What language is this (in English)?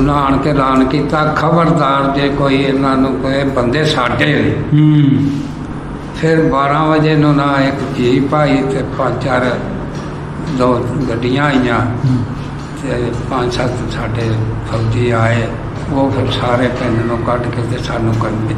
Punjabi